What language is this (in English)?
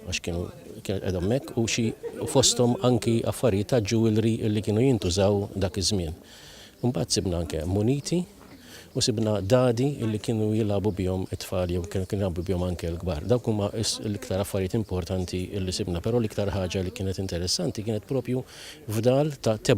Maltese